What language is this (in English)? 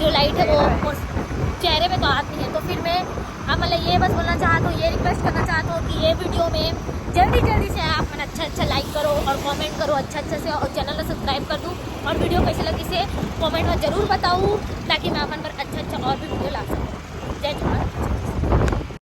Chhattisgarhi